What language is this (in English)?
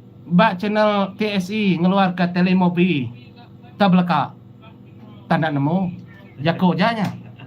Iban